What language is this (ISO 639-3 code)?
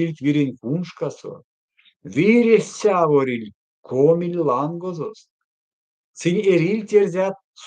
myv